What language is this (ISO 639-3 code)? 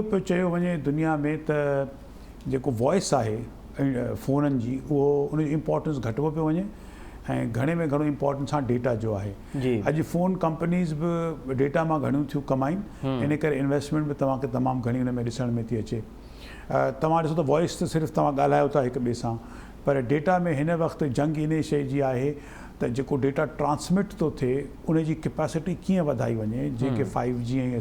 snd